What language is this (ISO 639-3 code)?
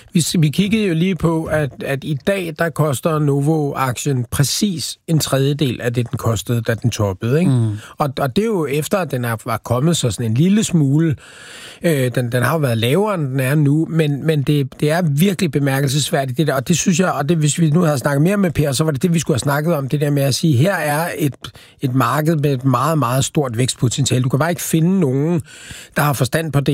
dan